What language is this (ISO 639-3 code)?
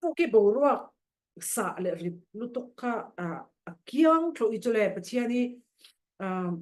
cfm